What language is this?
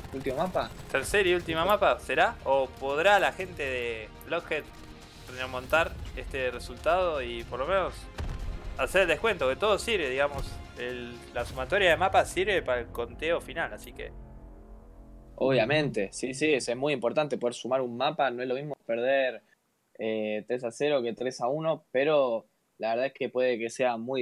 Spanish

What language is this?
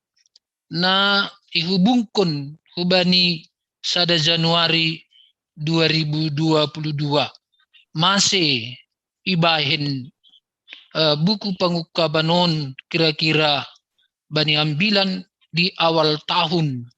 Batak Simalungun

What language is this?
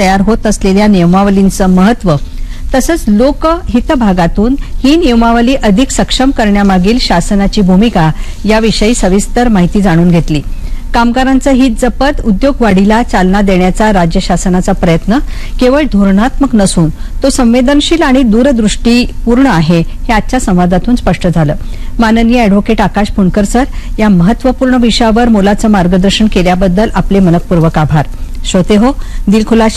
Marathi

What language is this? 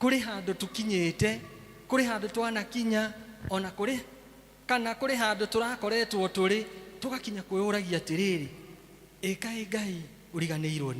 Kikuyu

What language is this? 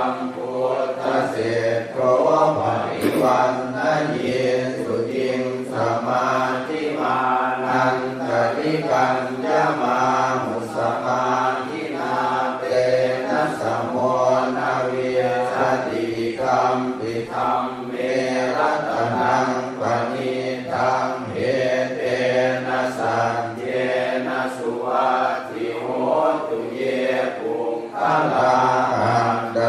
Pali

